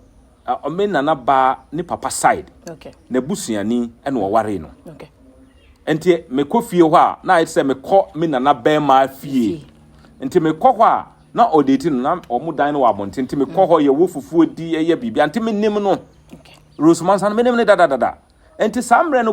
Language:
Akan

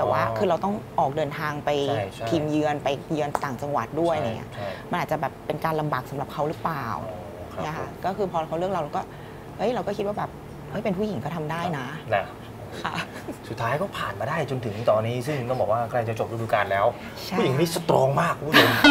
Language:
Thai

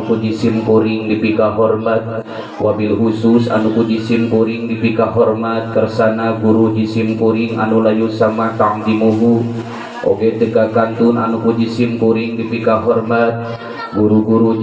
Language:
Sundanese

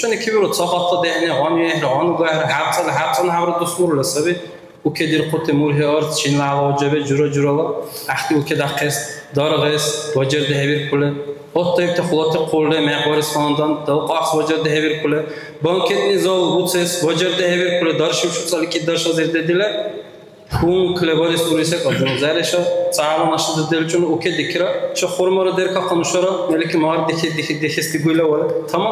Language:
Dargwa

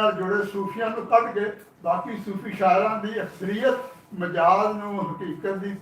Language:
Western Panjabi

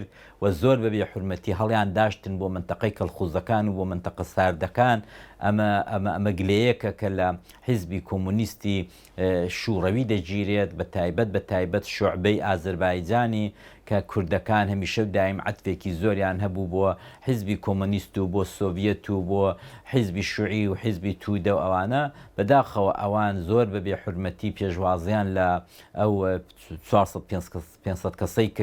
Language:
Central Kurdish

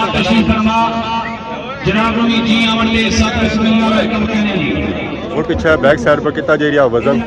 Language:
Pahari-Potwari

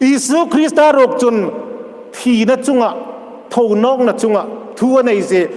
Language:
Hmar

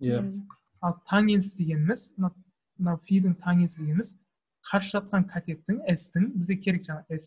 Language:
Kazakh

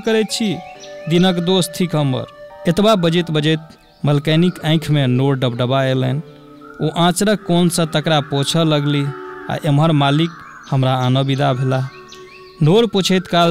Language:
Maithili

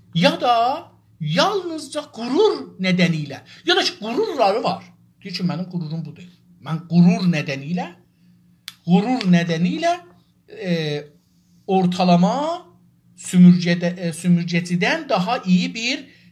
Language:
South Azerbaijani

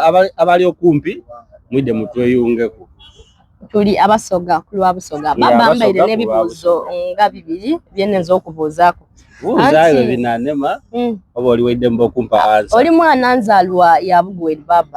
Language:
Soga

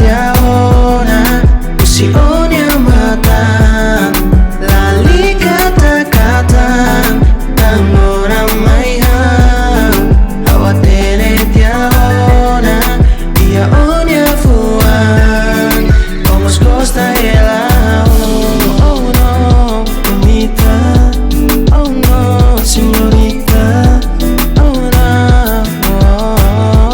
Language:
Tetum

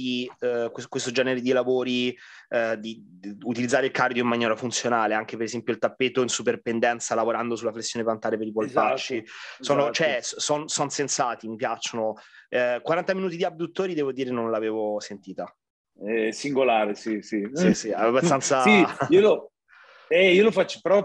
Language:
Italian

